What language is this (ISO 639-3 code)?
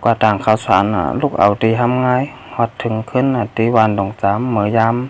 shn